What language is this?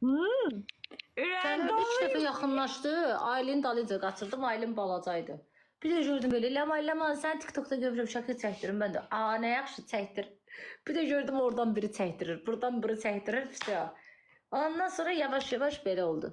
Azerbaijani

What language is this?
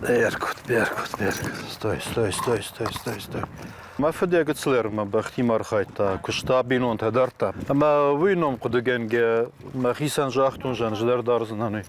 Ossetic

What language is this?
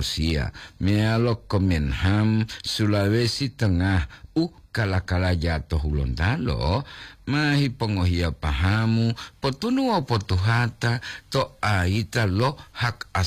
Gorontalo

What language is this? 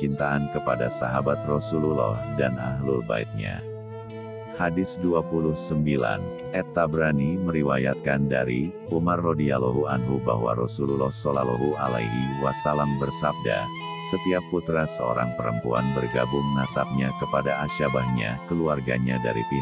Indonesian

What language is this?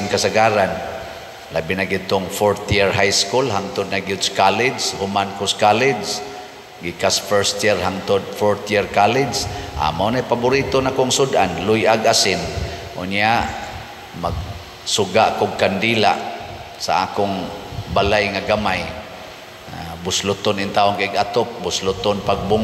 Cebuano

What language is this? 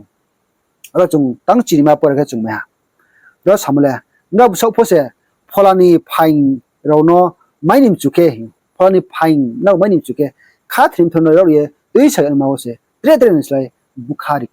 Riang (India)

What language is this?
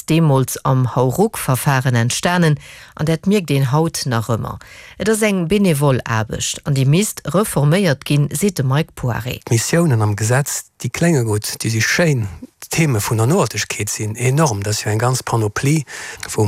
Luxembourgish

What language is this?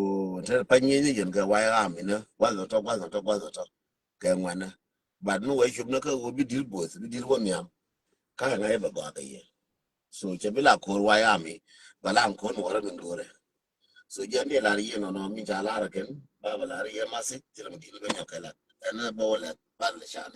Nuer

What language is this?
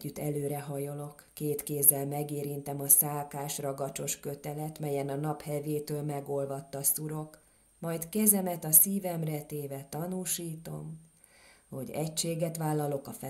Hungarian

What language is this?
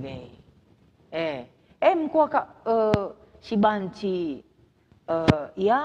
Batak Karo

